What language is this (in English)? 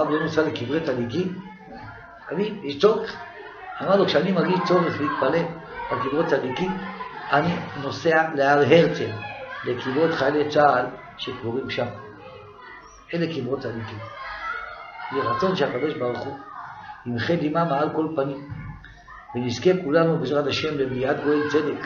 Hebrew